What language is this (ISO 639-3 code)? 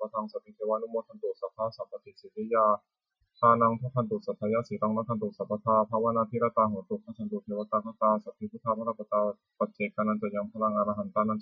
pli